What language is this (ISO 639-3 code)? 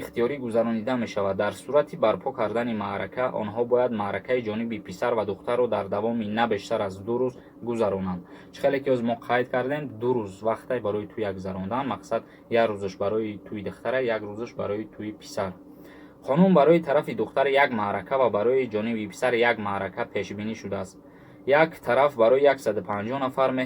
tgk